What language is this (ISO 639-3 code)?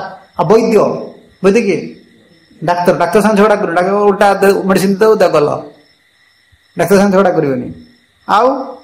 ori